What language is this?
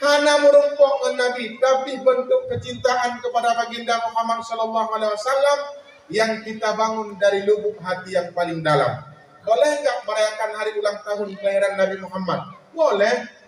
Achinese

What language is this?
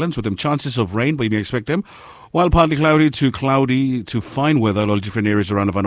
Bislama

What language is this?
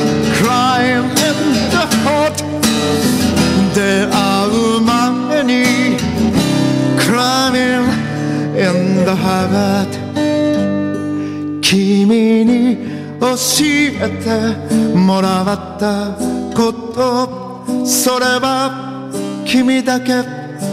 Japanese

